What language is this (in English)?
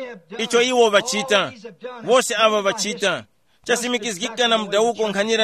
Tumbuka